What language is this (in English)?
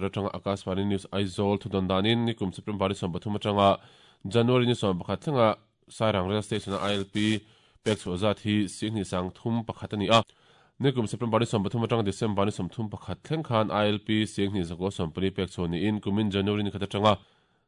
Mizo